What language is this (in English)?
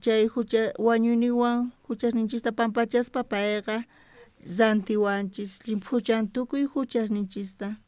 South Bolivian Quechua